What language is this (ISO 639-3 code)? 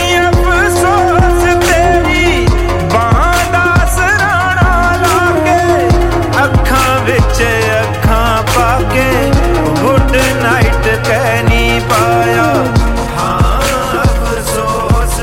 pan